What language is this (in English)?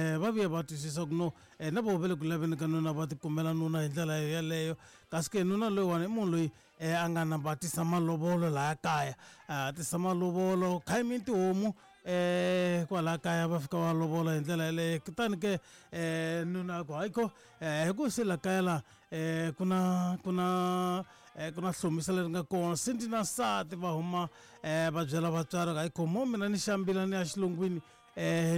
Tsonga